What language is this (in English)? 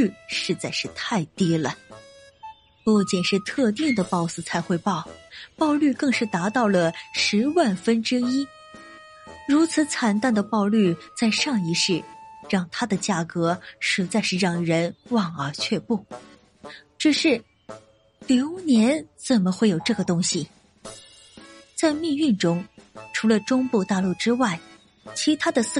Chinese